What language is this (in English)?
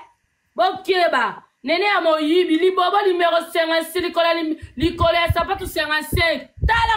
Lingala